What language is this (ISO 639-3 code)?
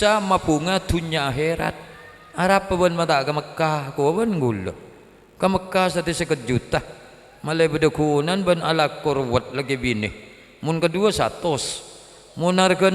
mad